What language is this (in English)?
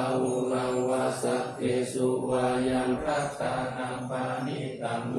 Pali